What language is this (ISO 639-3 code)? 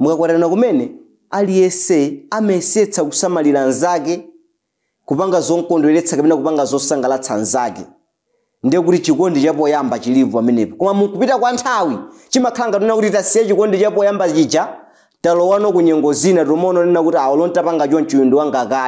nya